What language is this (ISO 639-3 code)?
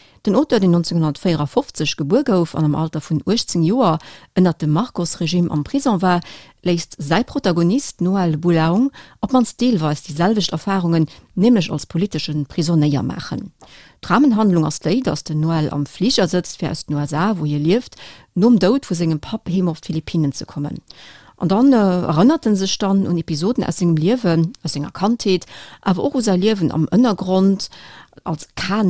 ltz